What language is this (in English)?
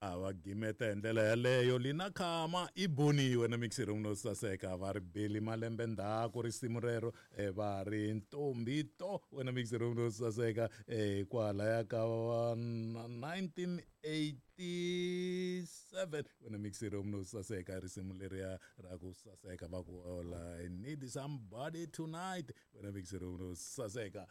Tsonga